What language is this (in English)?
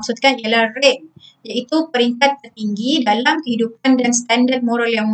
Malay